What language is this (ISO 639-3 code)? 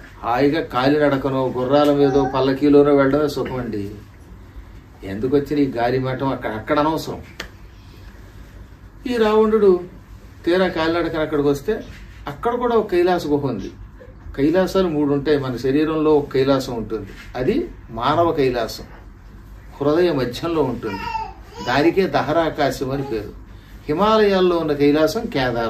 tel